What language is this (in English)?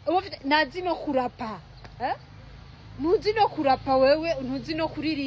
Rundi